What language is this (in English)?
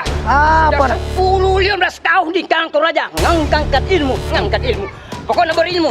Makassar Malay